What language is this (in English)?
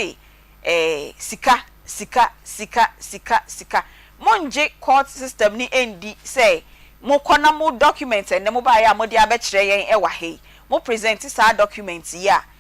Akan